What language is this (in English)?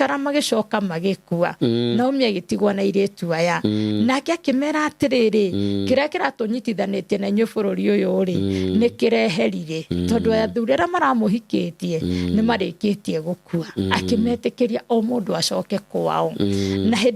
Kikuyu